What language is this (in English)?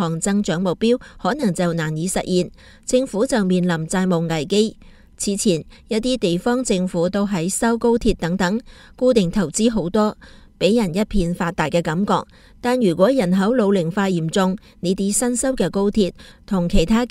Cantonese